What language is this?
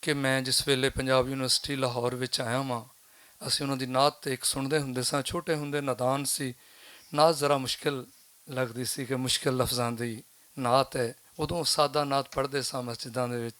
Western Panjabi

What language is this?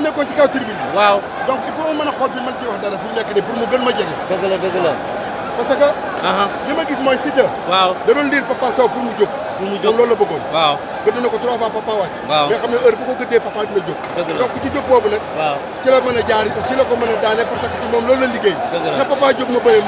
Wolof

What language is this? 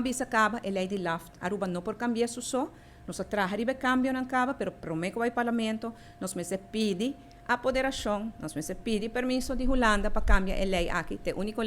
Papiamento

